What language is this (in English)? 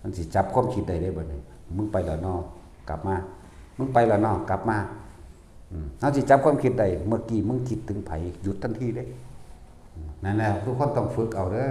Northeastern Thai